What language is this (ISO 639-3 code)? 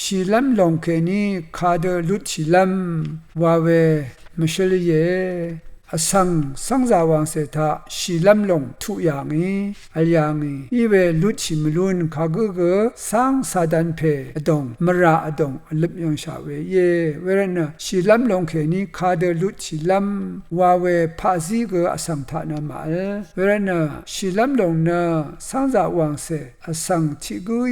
raw